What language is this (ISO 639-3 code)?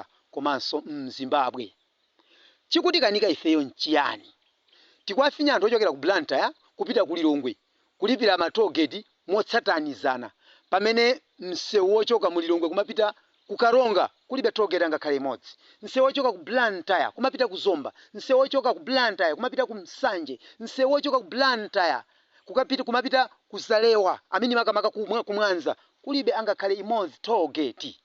nya